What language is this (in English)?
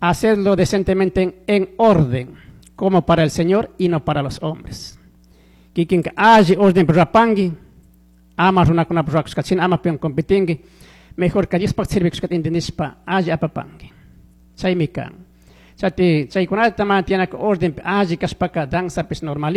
Chimborazo Highland Quichua